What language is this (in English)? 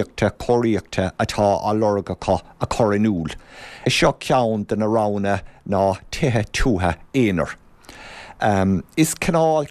Irish